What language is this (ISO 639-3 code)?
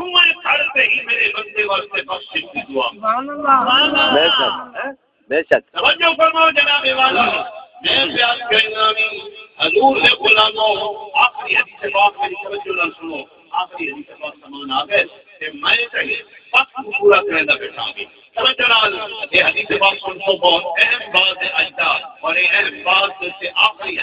skr